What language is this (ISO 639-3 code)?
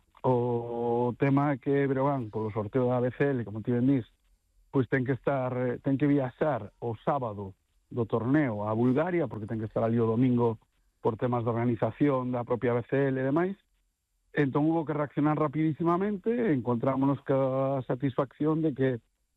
glg